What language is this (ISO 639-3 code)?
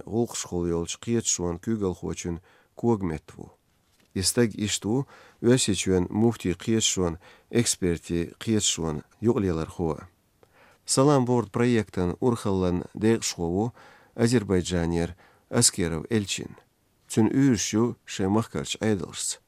che